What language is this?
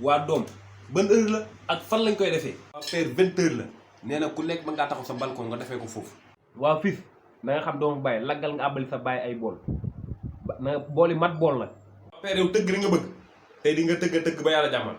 Wolof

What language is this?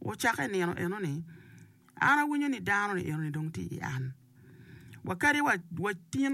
Acoli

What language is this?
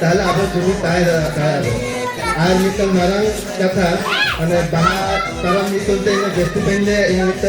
Santali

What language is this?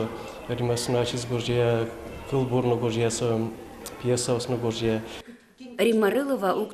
Udmurt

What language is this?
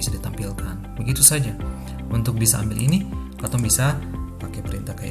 Ambonese Malay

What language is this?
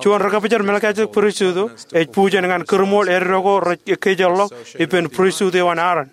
Marshallese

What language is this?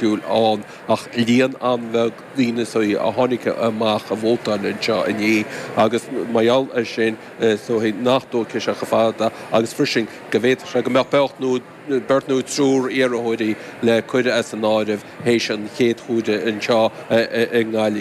Irish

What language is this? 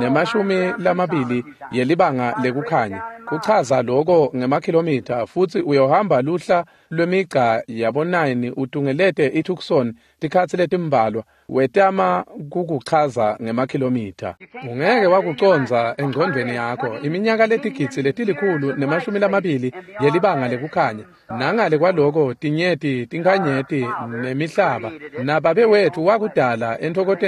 Swati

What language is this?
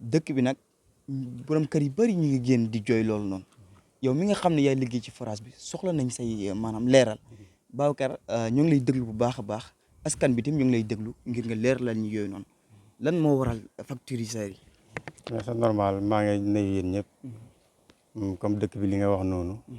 Wolof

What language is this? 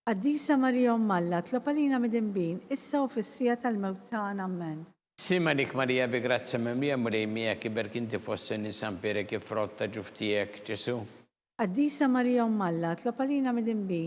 Maltese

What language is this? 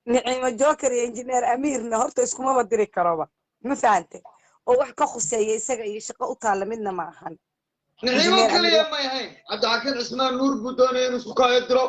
Somali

